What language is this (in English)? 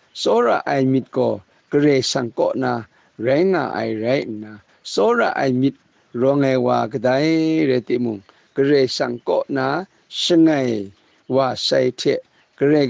Kachin